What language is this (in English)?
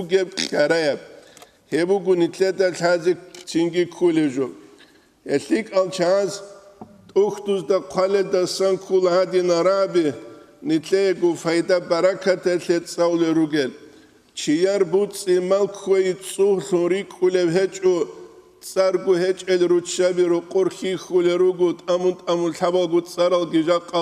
Avaric